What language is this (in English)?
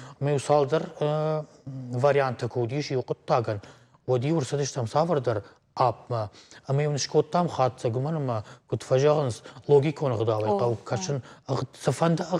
Ossetic